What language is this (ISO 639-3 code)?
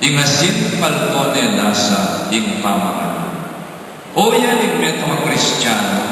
pam